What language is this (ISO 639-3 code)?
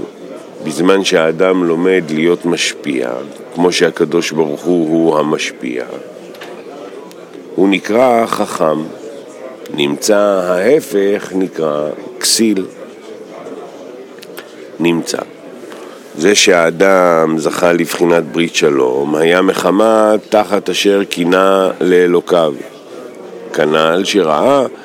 heb